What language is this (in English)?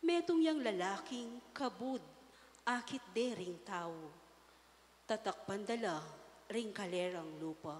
Pampanga